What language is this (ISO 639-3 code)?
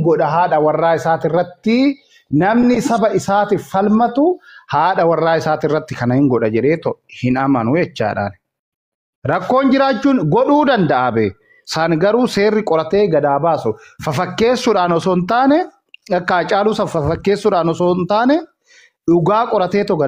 orm